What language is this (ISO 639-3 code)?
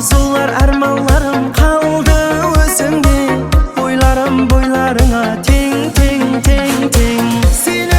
kaa